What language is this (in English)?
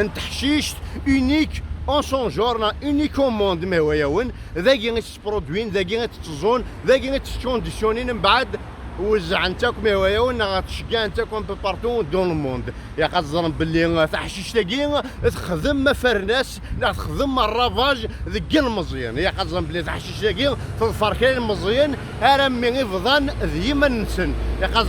Kabyle